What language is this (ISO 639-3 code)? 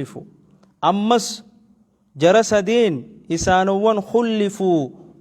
orm